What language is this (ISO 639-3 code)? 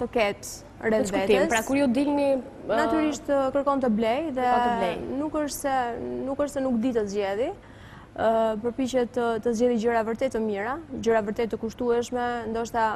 sqi